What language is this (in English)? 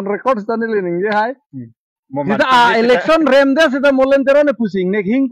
Karbi